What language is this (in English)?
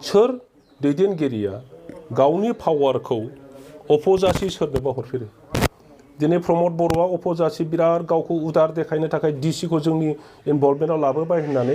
Bodo